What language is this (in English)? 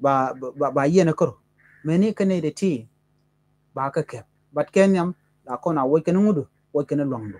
Nuer